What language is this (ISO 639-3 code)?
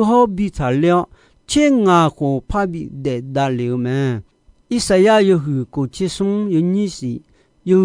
ahk